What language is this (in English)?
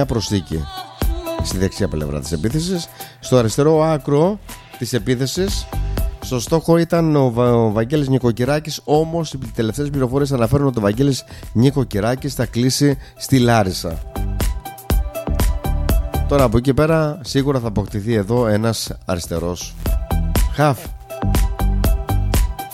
Greek